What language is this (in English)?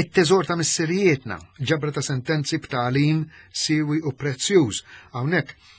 Maltese